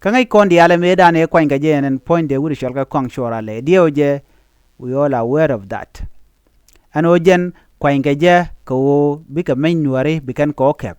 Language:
Nuer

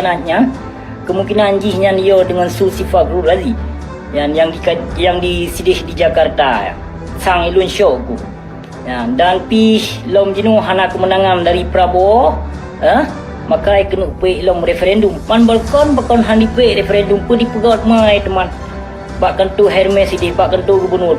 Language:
Achinese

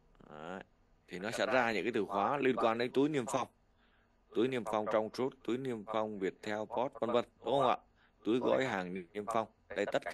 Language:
Vietnamese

